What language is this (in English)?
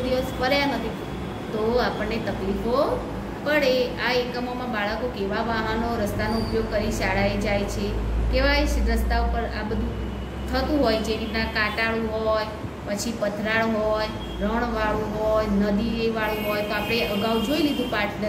Gujarati